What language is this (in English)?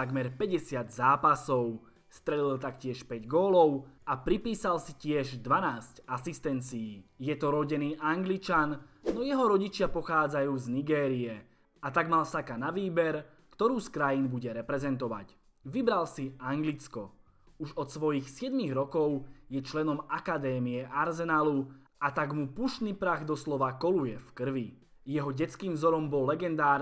Slovak